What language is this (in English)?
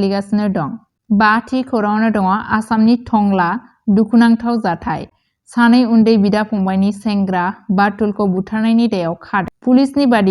Bodo